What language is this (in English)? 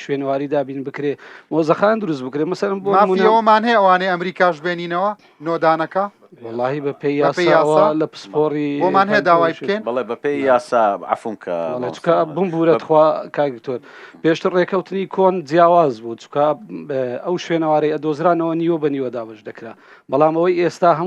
Central Kurdish